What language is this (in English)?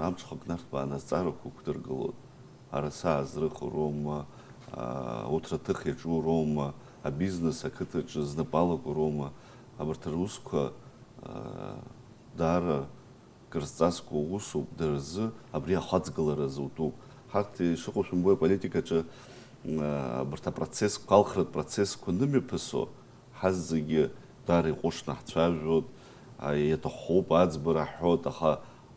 Abkhazian